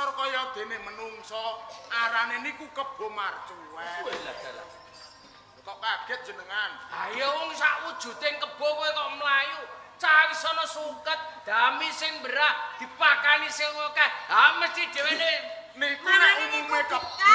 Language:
Javanese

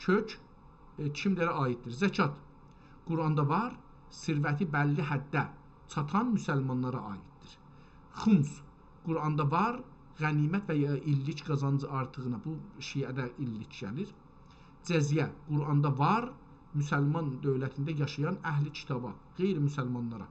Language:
South Azerbaijani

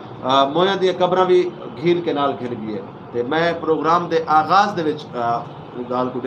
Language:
Saraiki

